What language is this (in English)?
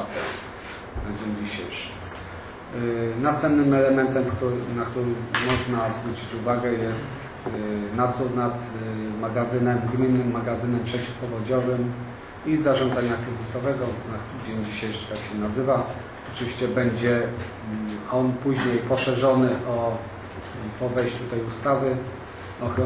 Polish